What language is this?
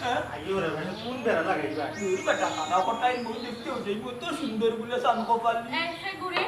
Sylheti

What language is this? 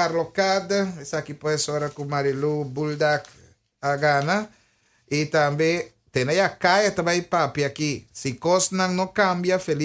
Papiamento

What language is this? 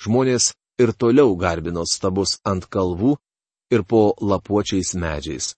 Lithuanian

